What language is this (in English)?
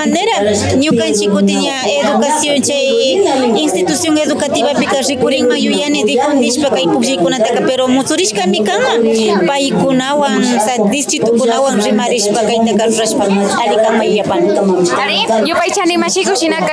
Imbabura Highland Quichua